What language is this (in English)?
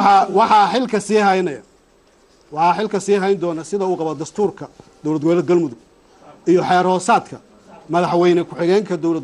Somali